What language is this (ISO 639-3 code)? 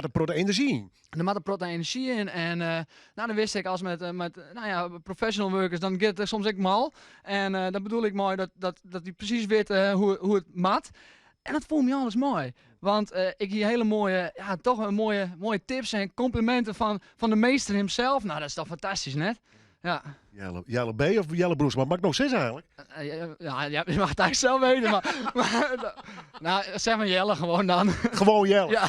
fry